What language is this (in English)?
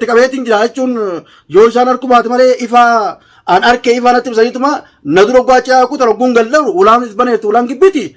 Oromo